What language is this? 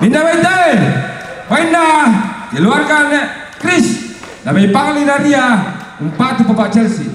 Toraja-Sa'dan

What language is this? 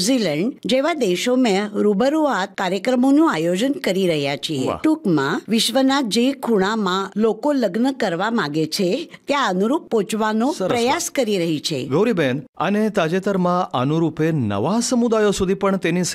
Gujarati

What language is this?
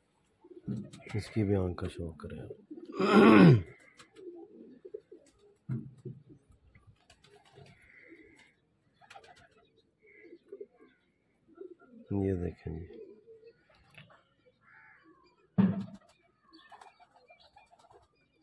Hindi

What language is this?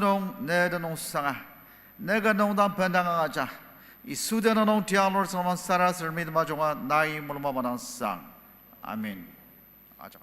Ao Naga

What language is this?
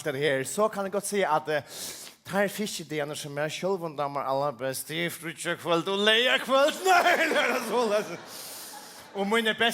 Faroese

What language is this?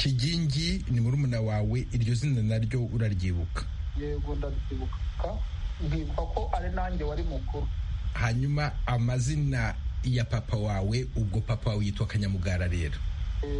Kinyarwanda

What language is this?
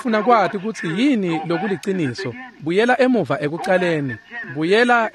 Swati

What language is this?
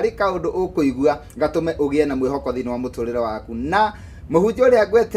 Kikuyu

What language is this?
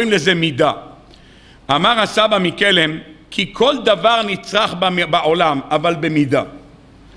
Hebrew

